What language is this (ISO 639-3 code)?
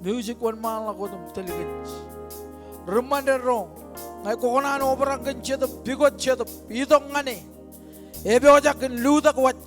mah